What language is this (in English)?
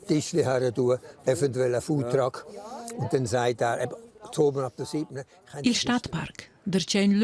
Romansh